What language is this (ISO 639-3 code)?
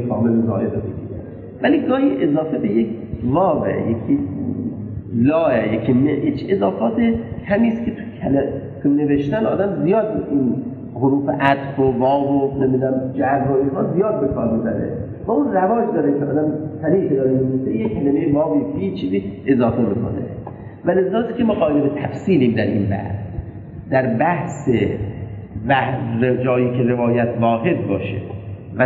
fas